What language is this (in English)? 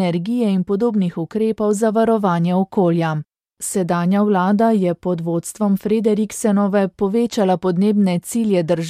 Slovenian